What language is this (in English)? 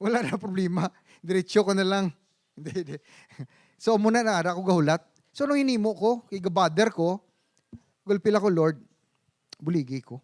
Hiligaynon